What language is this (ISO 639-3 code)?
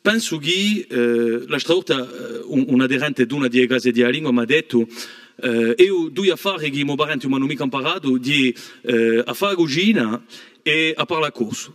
cos